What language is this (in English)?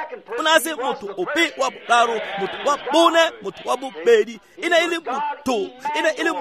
Tswana